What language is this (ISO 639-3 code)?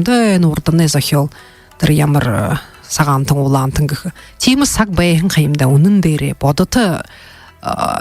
bua